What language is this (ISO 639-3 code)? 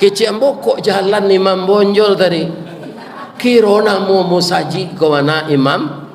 min